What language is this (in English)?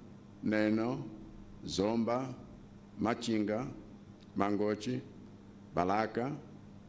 Nyanja